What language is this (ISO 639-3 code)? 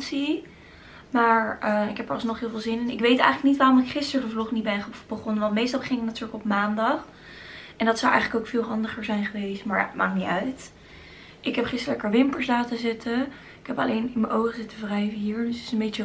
nld